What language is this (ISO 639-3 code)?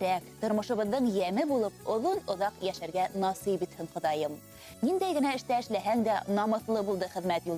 bak